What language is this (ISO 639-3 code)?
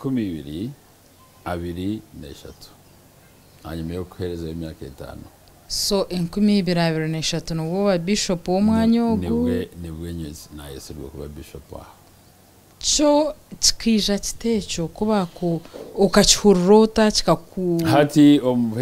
nyn